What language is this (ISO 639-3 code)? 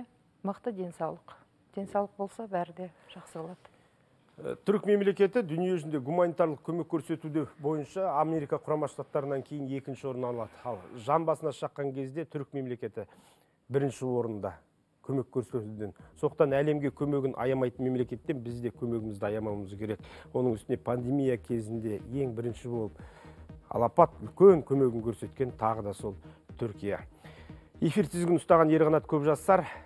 kaz